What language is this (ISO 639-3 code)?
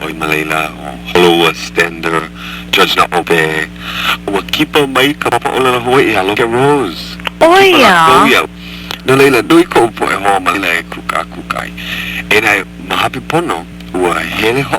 haw